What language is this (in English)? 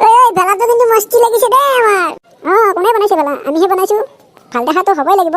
Assamese